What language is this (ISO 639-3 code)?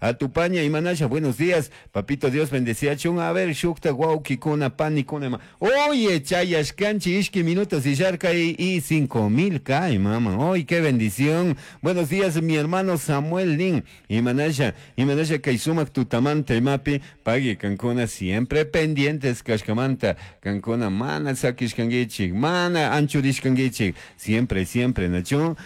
qug